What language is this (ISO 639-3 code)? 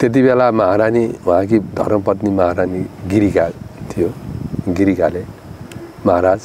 nep